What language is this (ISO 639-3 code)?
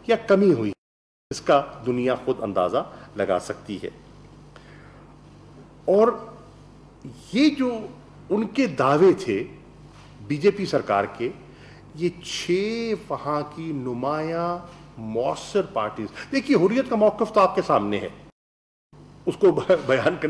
urd